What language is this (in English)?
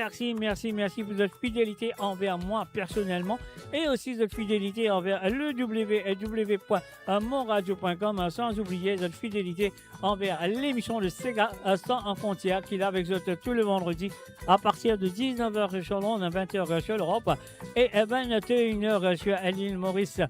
Morisyen